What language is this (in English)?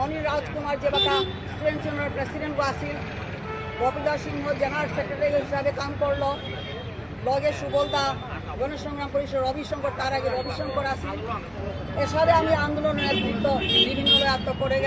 Bishnupriya